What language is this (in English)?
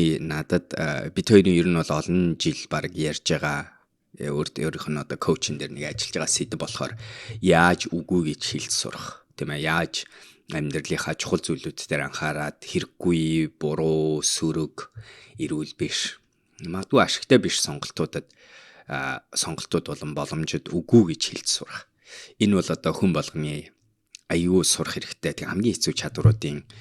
Mongolian